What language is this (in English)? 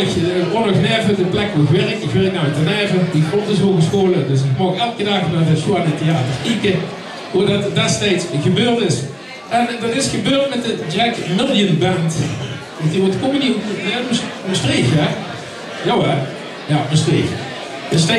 Limburgish